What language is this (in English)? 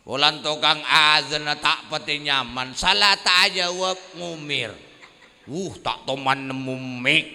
Madurese